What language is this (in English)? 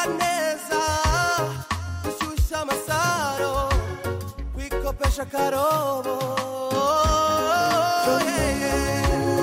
Kinyarwanda